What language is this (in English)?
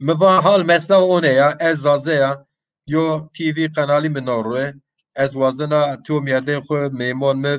Zaza